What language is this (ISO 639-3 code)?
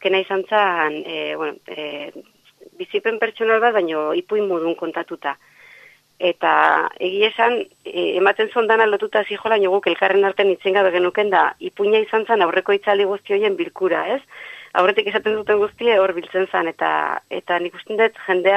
eus